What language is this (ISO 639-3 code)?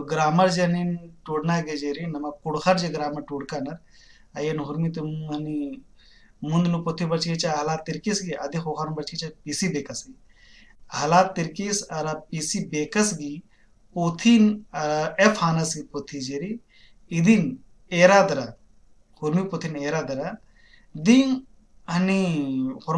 kru